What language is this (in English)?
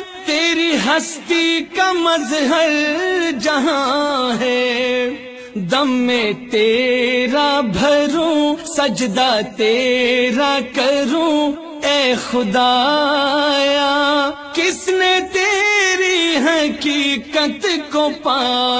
Urdu